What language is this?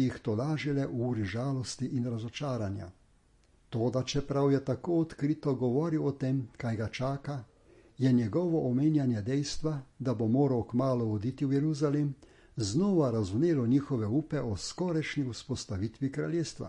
Slovenian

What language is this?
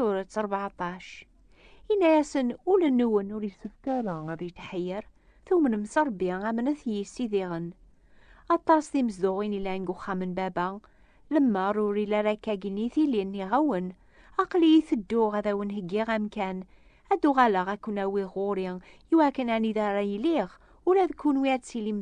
Kabyle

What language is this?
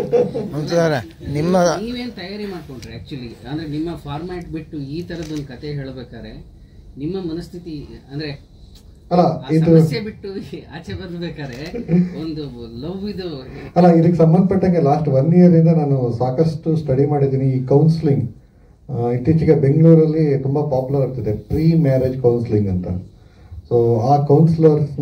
Kannada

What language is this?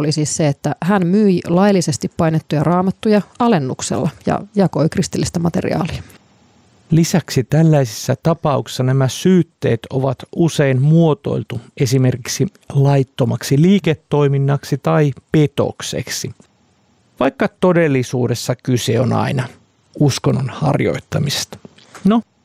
Finnish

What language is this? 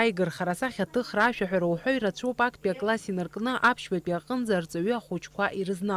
Abkhazian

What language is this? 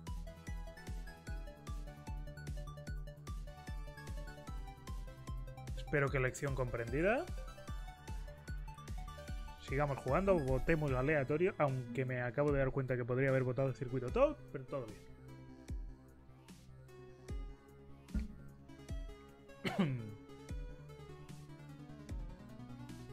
Spanish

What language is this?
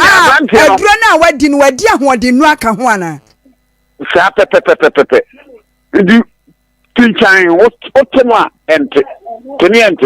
Akan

